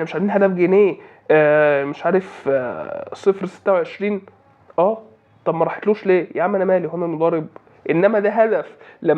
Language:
Egyptian Arabic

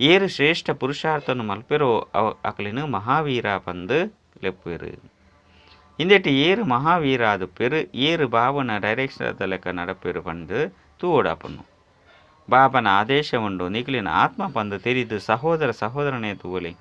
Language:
Tulu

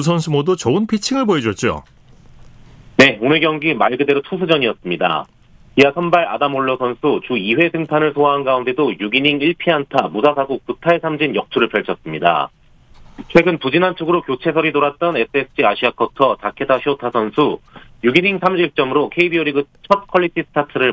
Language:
Korean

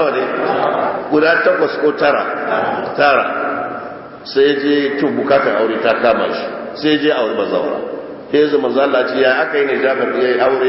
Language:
Hausa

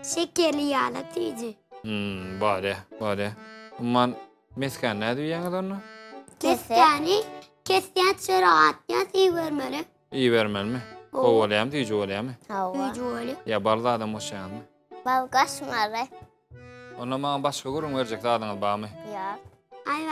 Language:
Turkmen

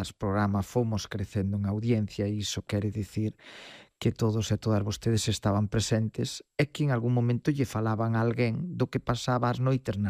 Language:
Galician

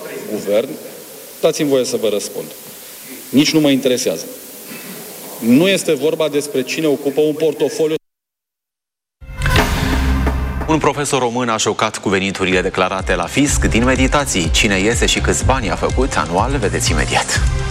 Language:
Romanian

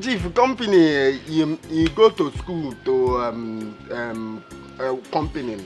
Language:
Nigerian Pidgin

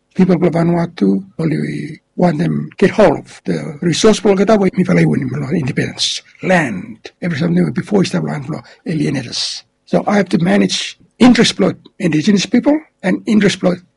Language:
Bislama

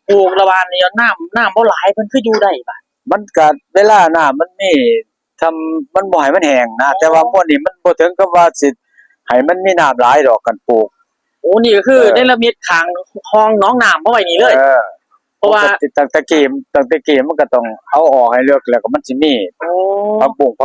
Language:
Northeastern Thai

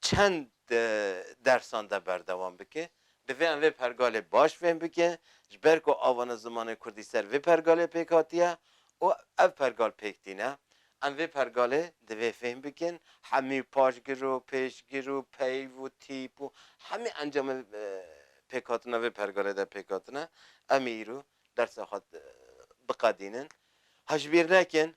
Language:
Kurdish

